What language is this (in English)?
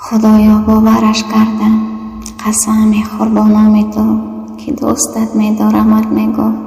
Tajik